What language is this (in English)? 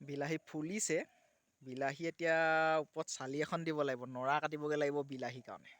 Assamese